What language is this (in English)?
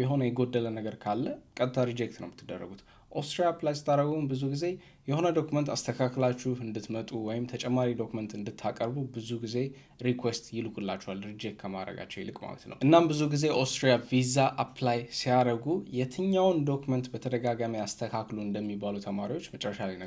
Amharic